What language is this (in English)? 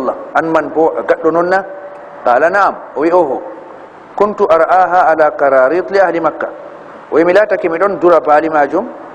Fula